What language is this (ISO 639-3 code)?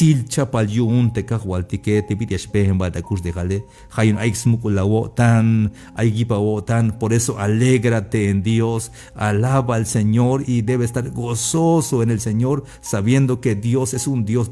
tzh